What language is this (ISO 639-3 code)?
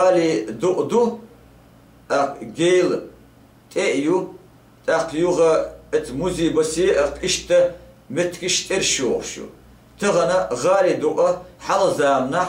che